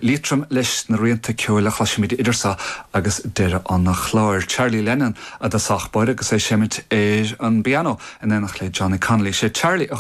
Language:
Irish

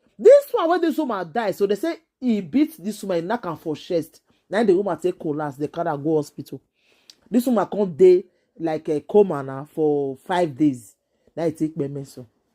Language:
Nigerian Pidgin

